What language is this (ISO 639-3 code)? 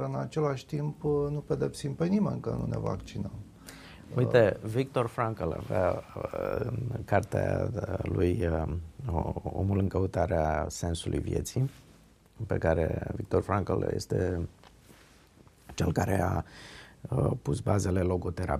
ron